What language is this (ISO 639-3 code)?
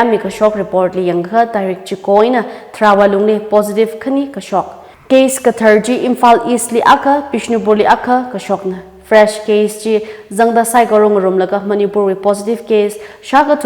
nmf